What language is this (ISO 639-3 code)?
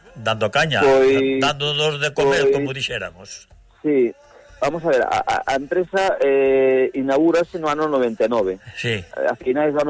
glg